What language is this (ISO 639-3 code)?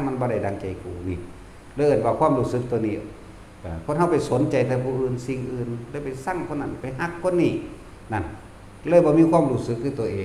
tts